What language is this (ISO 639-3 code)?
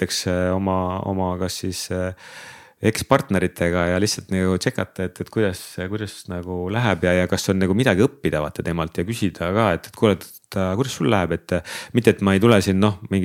est